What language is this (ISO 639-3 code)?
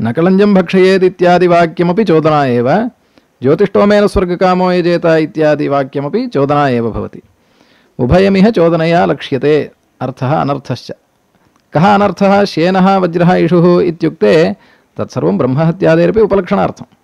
san